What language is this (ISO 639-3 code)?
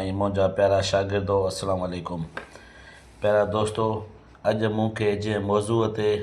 snd